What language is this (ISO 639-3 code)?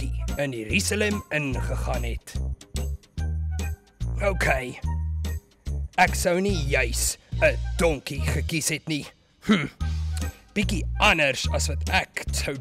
afr